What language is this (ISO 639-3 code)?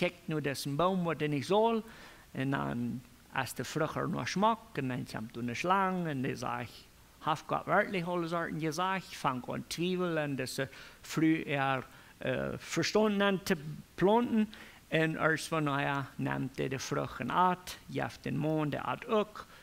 pdt